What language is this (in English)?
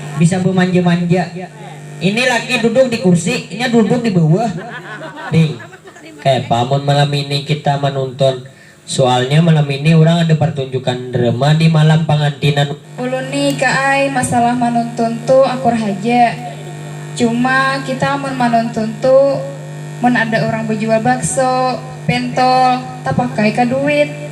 Banjar